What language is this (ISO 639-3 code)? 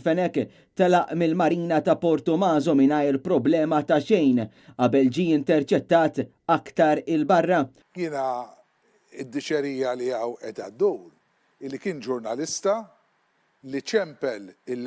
mlt